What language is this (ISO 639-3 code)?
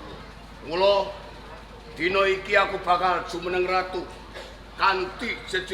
jav